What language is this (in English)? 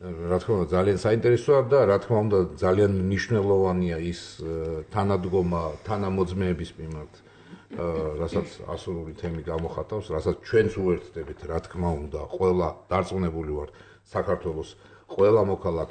Georgian